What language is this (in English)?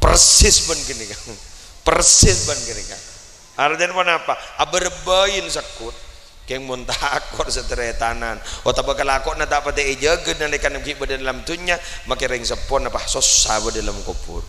Madurese